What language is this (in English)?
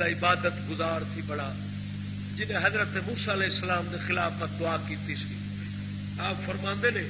Saraiki